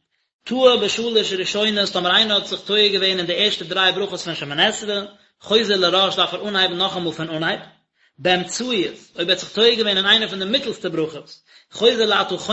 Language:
Yiddish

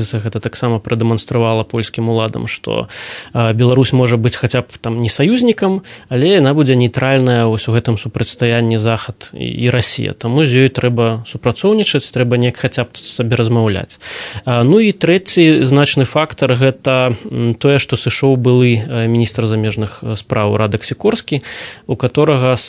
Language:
Belarusian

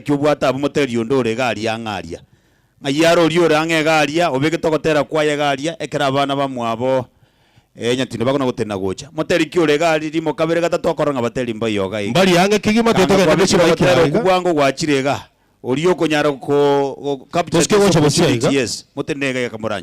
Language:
Gusii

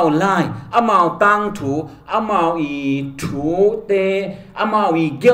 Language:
Tedim Chin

